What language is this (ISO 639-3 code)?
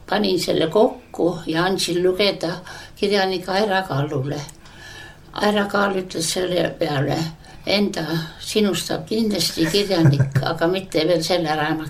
est